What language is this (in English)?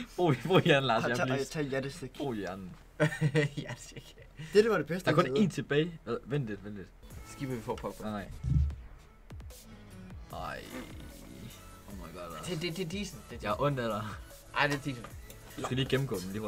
Danish